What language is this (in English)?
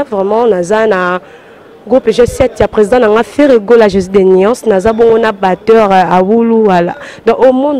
Lingala